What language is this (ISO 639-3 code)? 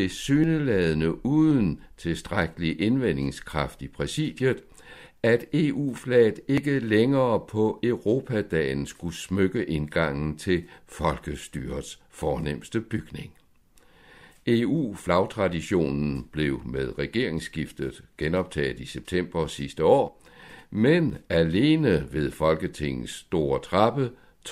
dan